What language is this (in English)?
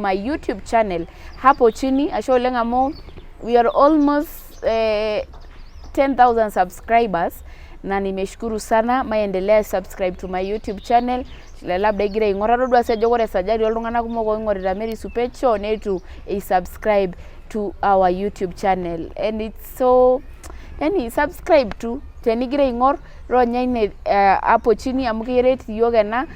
Masai